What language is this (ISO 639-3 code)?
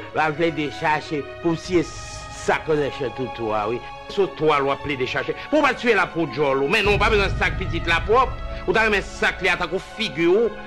hat